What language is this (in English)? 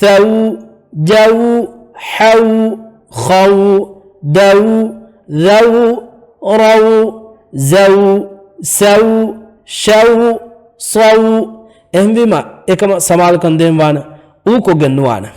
Divehi